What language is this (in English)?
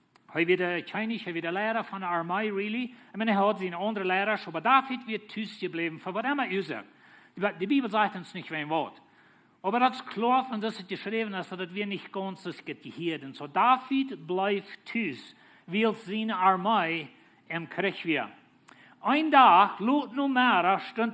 Plautdietsch